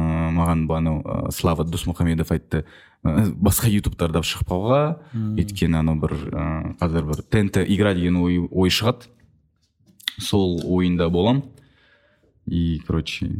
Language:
Kazakh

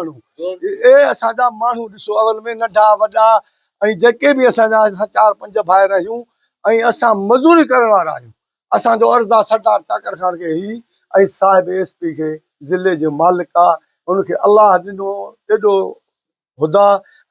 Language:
Sindhi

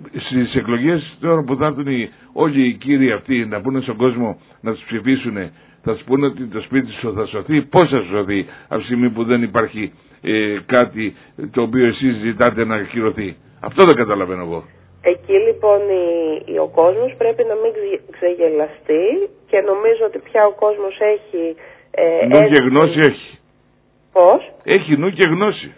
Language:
Greek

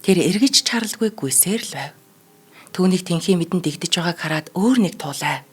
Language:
Mongolian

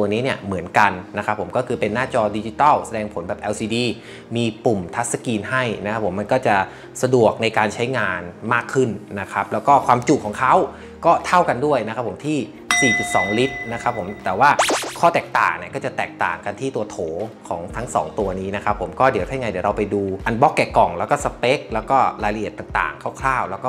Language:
Thai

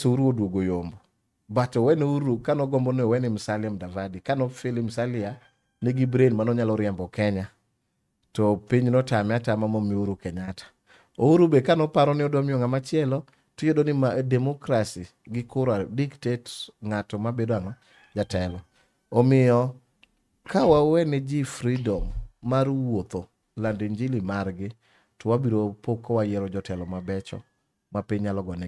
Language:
Luo (Kenya and Tanzania)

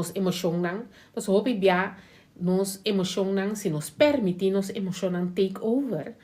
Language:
Papiamento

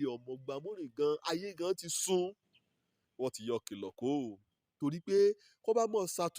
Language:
Yoruba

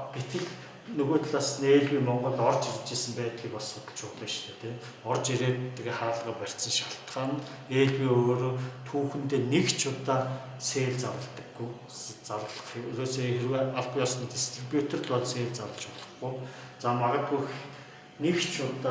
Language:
Mongolian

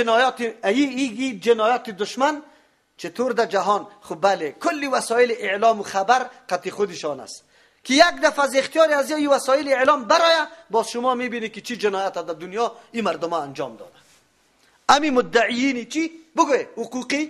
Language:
Persian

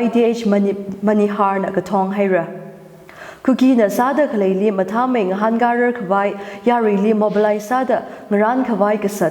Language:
Tangkhul Naga (India)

